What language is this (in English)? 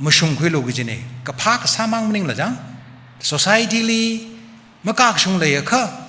Tangkhul Naga (India)